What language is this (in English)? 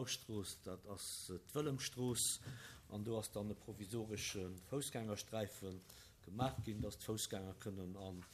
Luxembourgish